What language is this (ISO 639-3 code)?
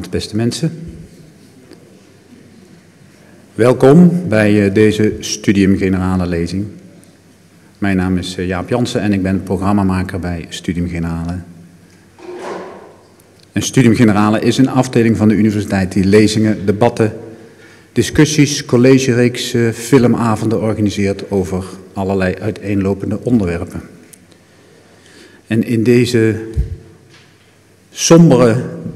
nld